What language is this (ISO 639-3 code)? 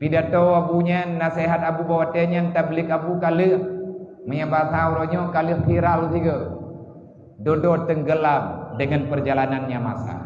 ace